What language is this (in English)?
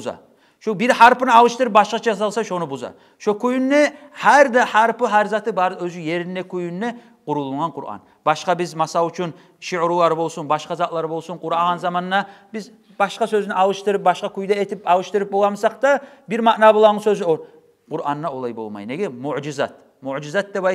Kumyk